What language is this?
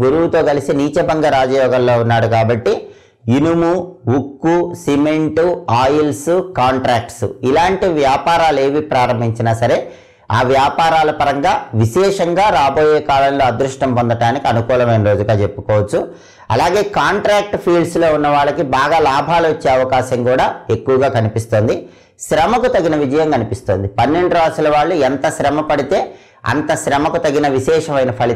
Telugu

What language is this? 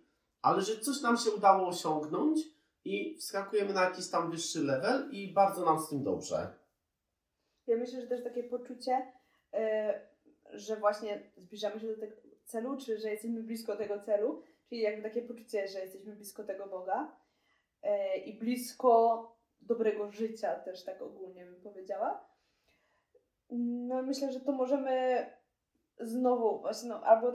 Polish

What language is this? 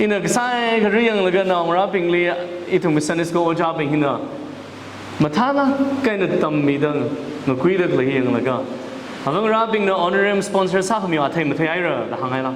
Tangkhul Naga (India)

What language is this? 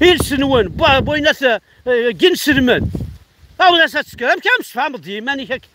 Kabyle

